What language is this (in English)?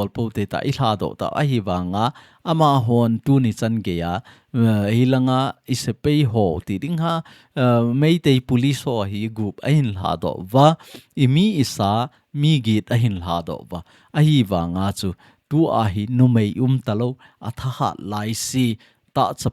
Thado Chin